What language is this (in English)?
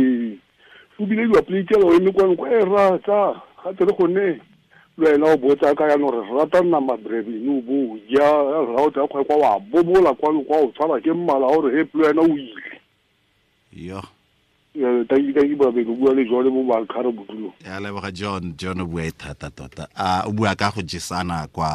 Tswana